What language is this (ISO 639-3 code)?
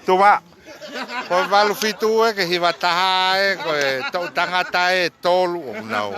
ton